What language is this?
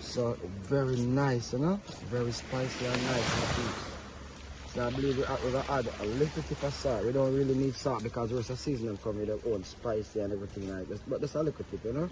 Jamaican Creole English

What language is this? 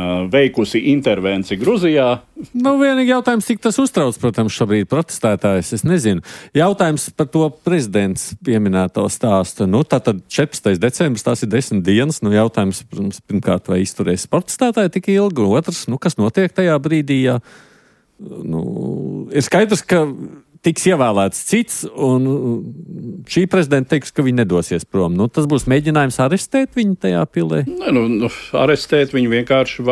Latvian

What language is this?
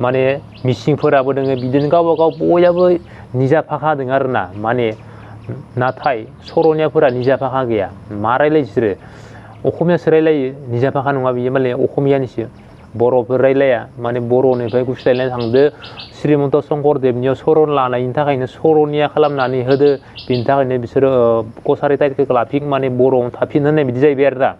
Bodo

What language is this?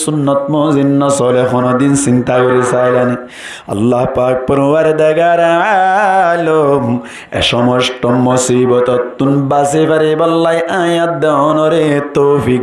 Rohingya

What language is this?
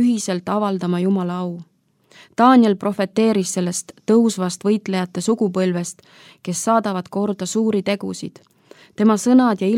Estonian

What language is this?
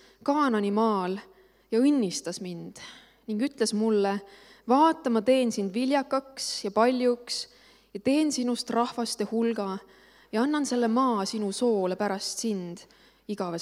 Estonian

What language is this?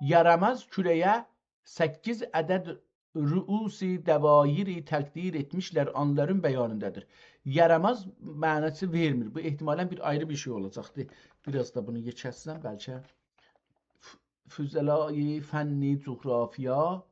South Azerbaijani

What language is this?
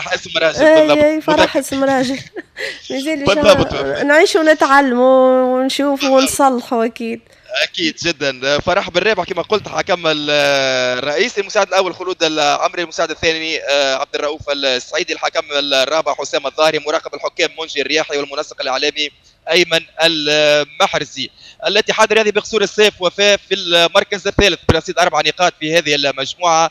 Tunisian Arabic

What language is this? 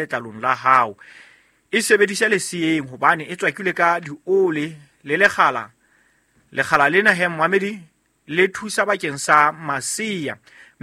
Southern Sotho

